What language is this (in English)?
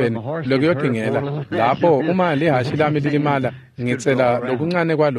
Swati